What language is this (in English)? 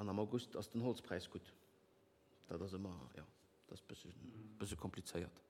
Luxembourgish